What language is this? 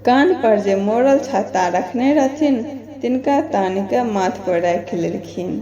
Maithili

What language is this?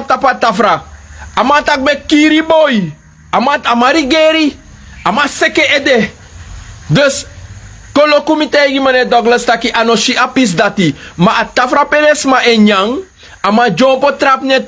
Sranan Tongo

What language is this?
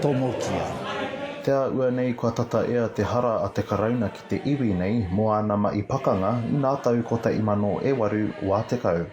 Māori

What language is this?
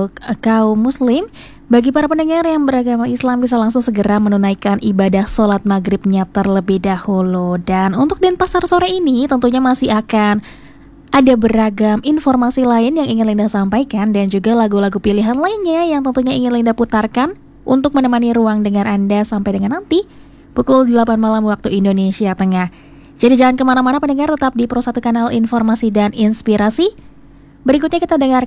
Indonesian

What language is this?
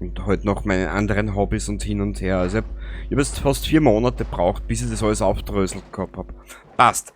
Bavarian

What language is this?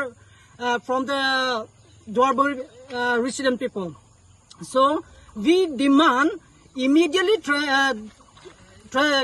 Karbi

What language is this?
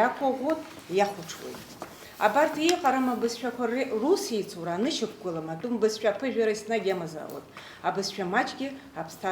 Abkhazian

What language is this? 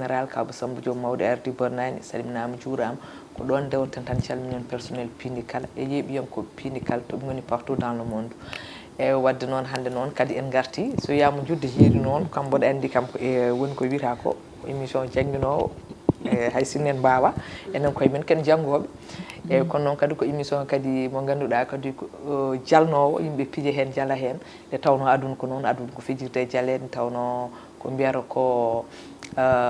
Fula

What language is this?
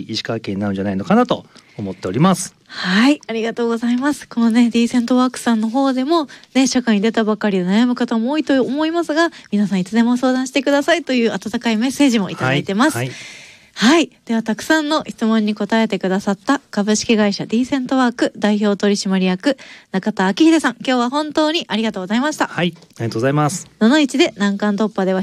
Japanese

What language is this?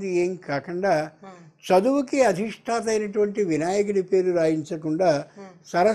Telugu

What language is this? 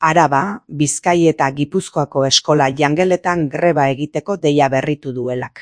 Basque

